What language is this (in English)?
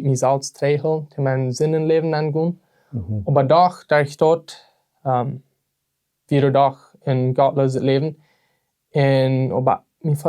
Plautdietsch